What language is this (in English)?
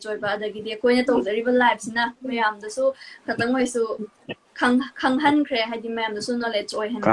Manipuri